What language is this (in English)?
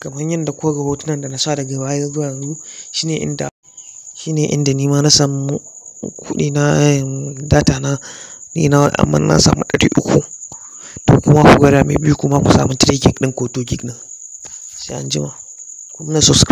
Hausa